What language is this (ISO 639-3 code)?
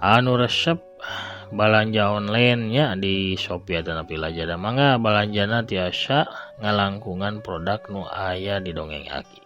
sun